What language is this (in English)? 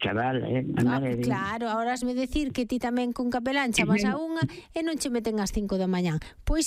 Galician